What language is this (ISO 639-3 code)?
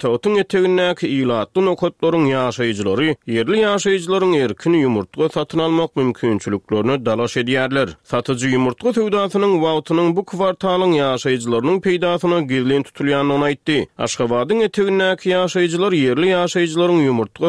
tuk